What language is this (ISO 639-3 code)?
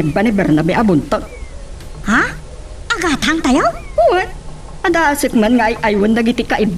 ilo